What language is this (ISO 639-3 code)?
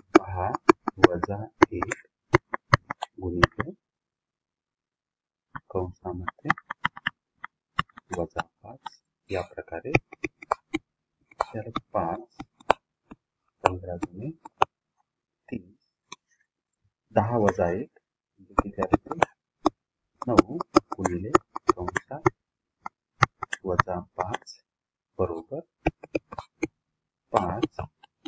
mar